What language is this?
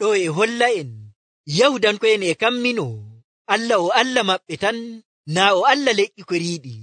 Nigerian Fulfulde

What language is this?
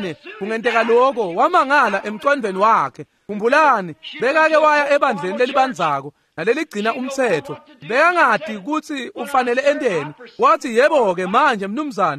Swati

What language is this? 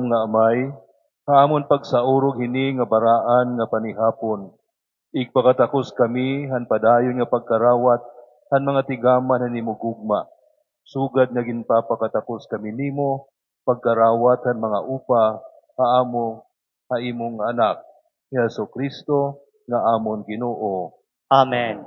Waray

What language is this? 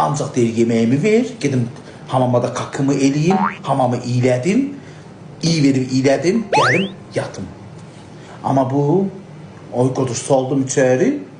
Azerbaijani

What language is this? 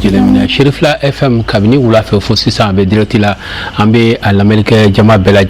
Bambara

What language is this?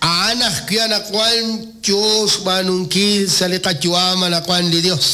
Kekchí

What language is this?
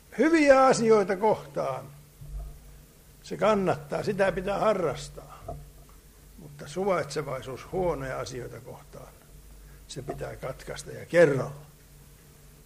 Finnish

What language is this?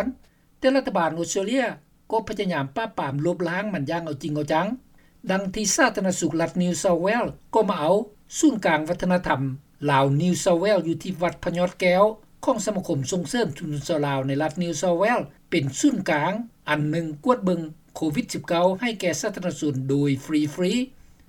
Lao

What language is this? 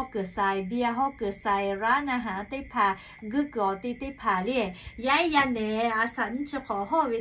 Lahu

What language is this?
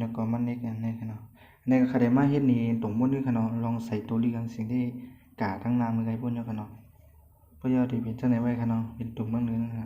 Shan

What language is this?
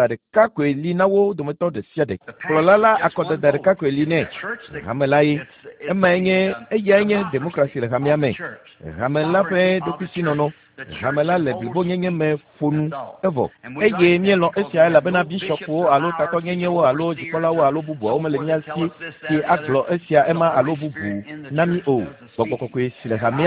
Ewe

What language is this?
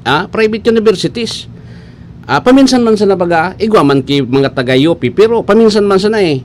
Bikol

